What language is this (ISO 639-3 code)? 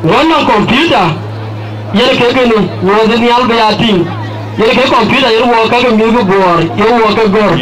din